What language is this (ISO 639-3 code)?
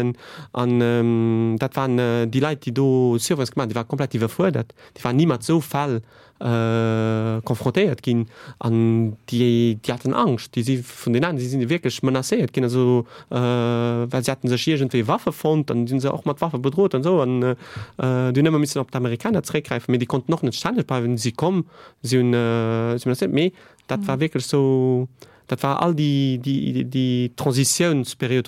ltz